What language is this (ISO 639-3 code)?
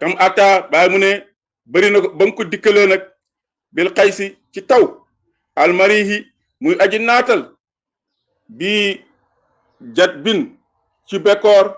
wol